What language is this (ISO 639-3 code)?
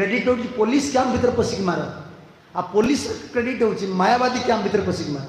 ori